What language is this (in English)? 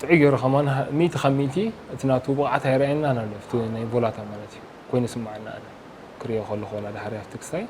Tigrinya